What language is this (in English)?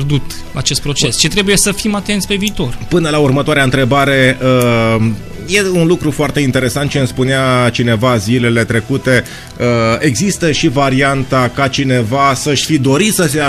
Romanian